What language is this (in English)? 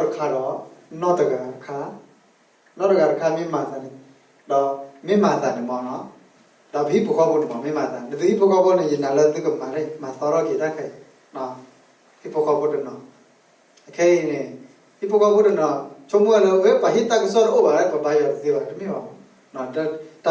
S'gaw Karen